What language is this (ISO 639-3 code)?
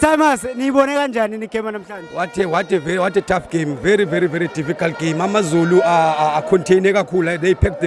zul